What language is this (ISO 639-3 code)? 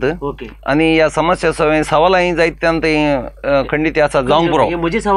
kok